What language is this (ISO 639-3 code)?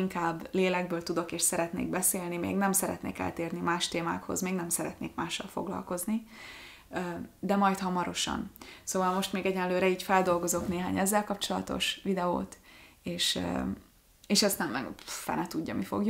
hun